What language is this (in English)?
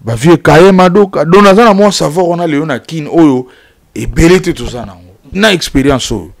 Lingala